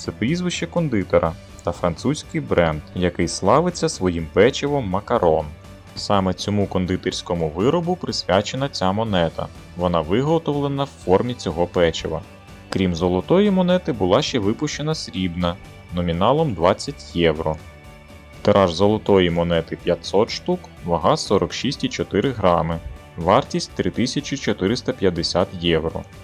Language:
Ukrainian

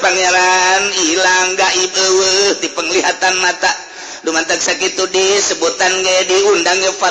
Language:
Sundanese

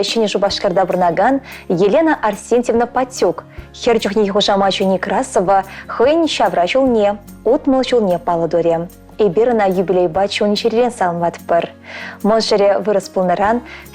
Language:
Chuvash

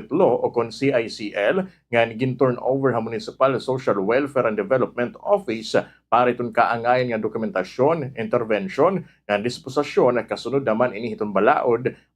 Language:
Waray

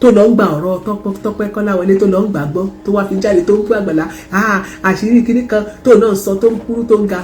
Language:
Yoruba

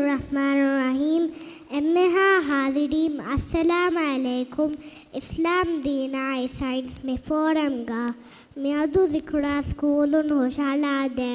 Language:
Divehi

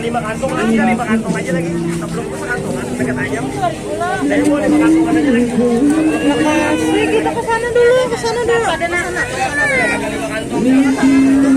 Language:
Banjar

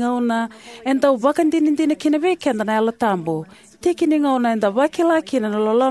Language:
Fijian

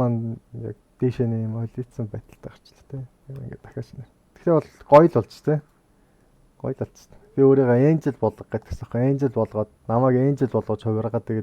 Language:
Mongolian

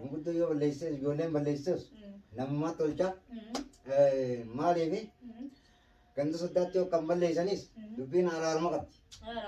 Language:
Oromo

